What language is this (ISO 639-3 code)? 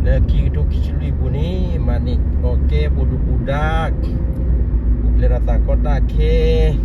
ksw